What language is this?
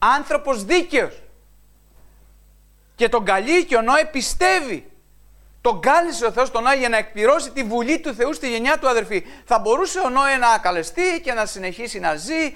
Greek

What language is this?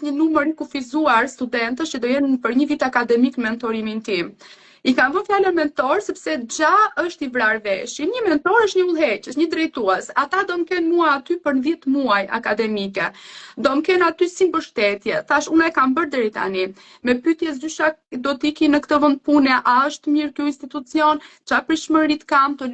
Albanian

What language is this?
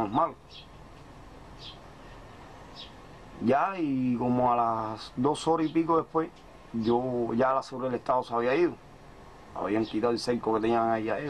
Spanish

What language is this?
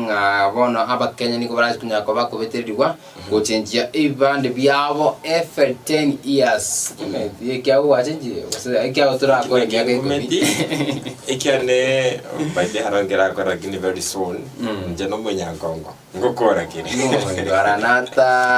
Gusii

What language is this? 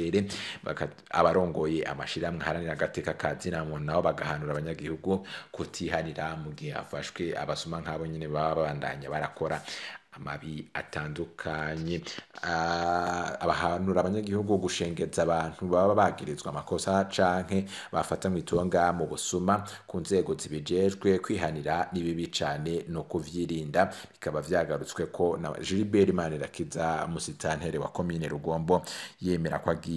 Rundi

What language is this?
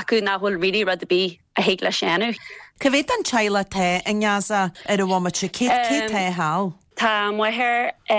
Irish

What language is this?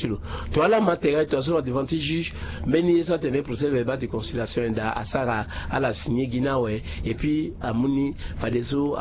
Sango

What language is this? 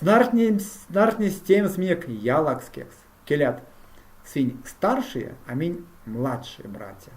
Erzya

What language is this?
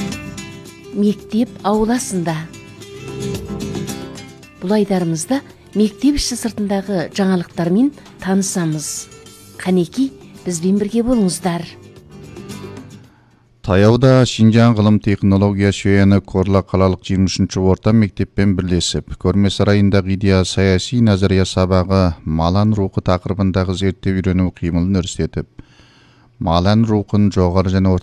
Kazakh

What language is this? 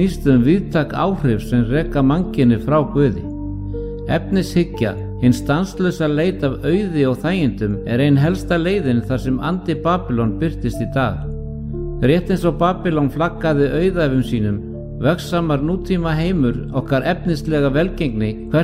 Icelandic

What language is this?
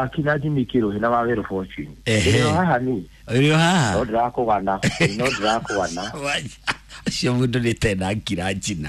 Kikuyu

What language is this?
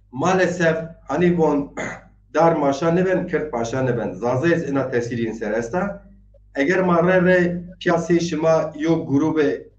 Zaza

